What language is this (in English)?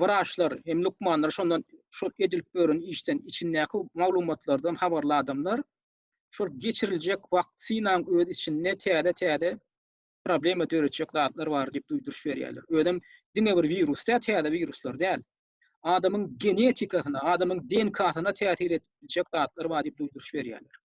Turkmen